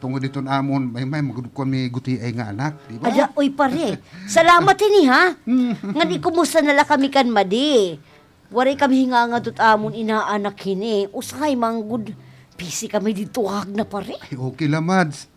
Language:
Waray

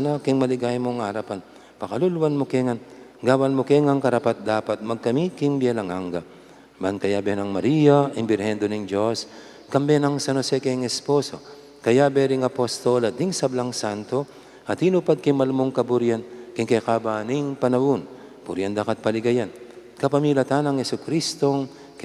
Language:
Pampanga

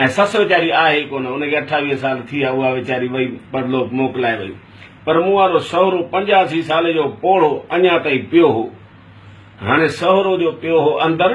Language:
Sindhi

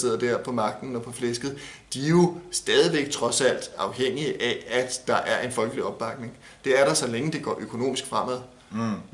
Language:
Danish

